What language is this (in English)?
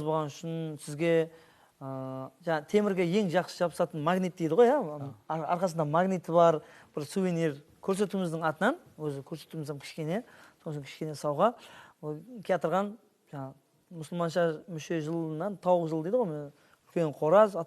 Kara-Kalpak